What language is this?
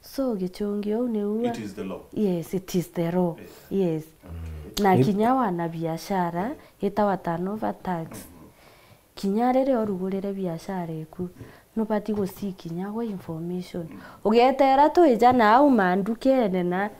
Meru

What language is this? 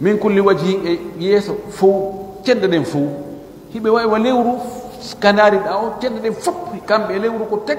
Fula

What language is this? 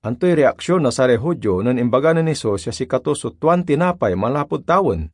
Pangasinan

